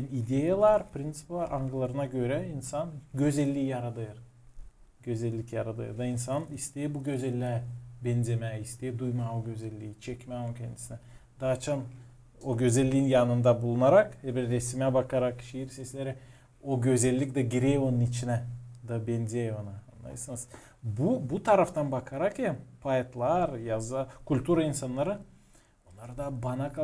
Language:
Gagauz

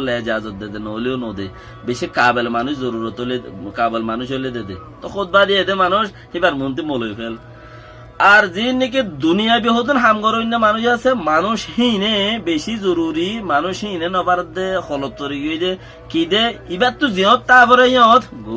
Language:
Rohingya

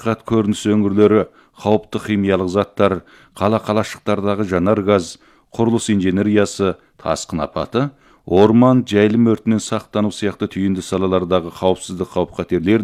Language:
Kazakh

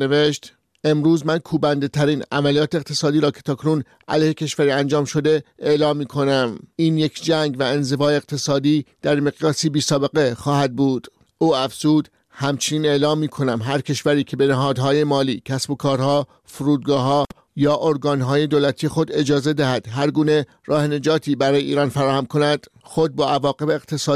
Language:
Persian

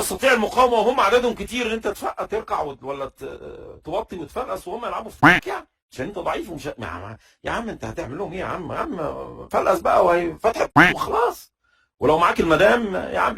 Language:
Egyptian Arabic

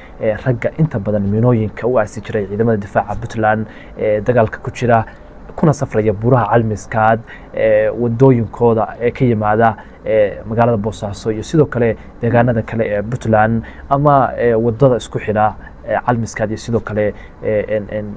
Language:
Somali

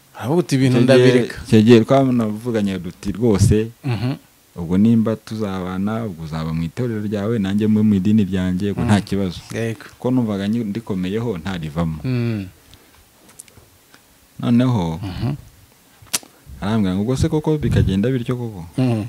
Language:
Kinyarwanda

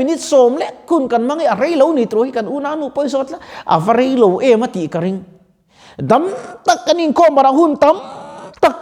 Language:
Mizo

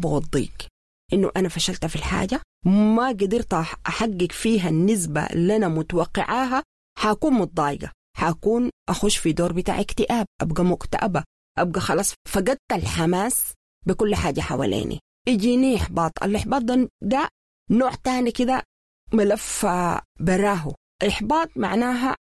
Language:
Sudanese Arabic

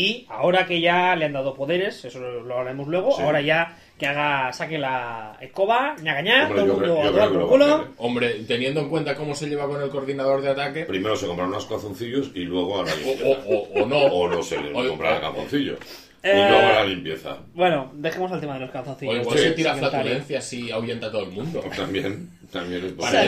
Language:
Spanish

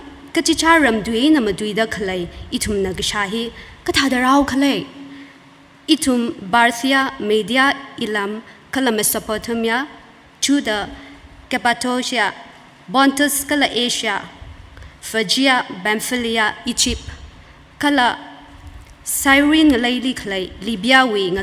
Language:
Tangkhul Naga (India)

